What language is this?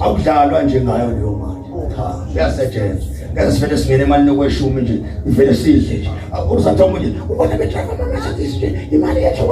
Zulu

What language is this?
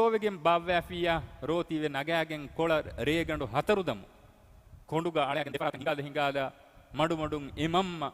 Divehi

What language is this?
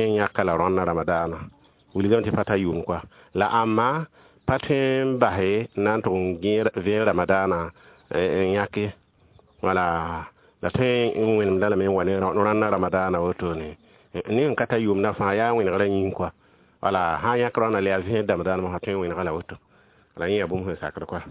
Mossi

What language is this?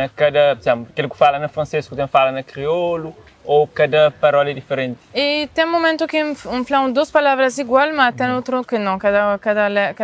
Kabuverdianu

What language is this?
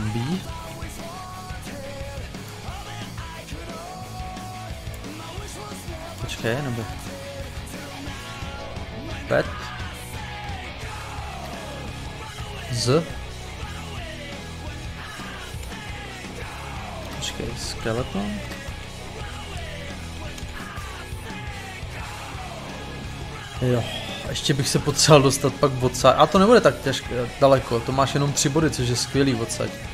Czech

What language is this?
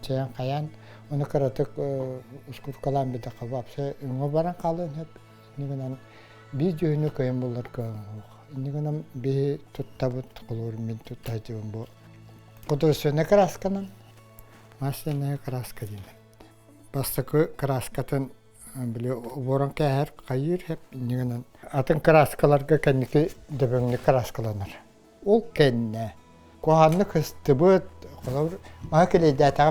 Yakut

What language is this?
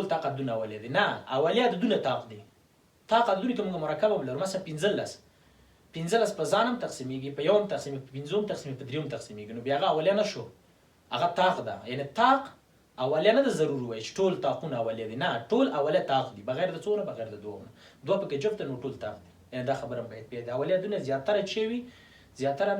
Pashto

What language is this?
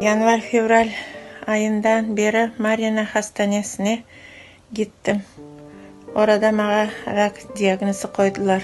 Crimean Tatar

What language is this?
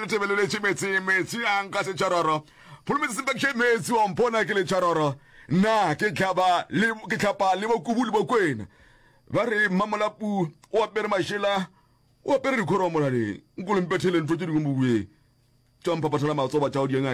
Northern Sotho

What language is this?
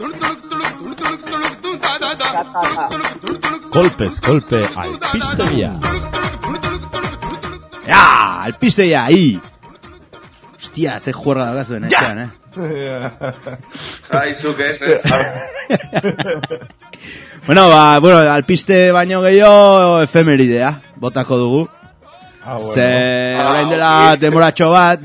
Basque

